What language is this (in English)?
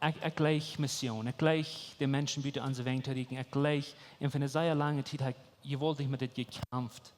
Plautdietsch